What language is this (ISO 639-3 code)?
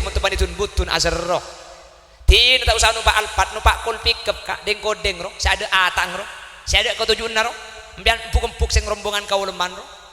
mad